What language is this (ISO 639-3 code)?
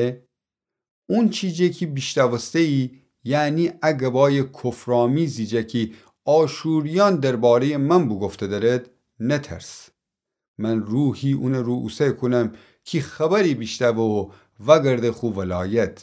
glk